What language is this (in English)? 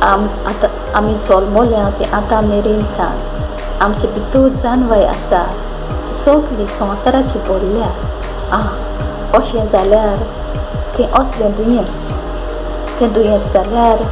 Konkani